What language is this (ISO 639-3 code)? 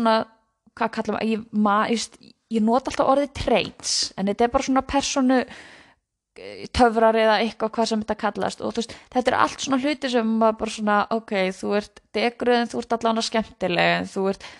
isl